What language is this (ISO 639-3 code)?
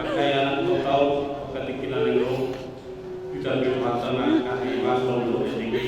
bbc